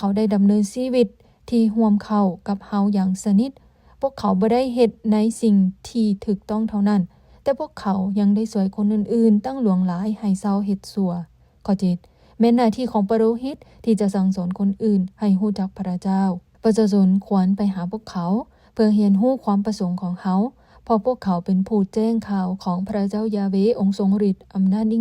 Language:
Lao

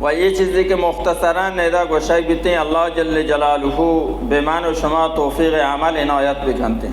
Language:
Baluchi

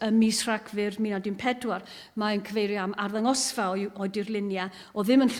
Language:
Welsh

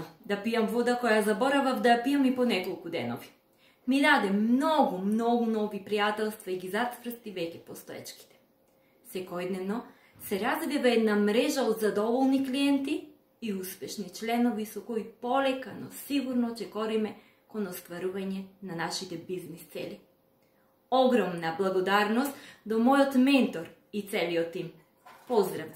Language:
Macedonian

